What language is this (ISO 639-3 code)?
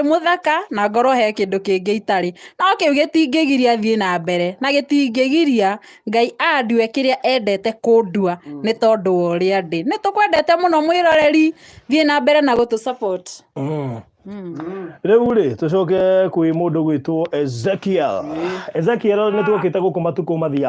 kik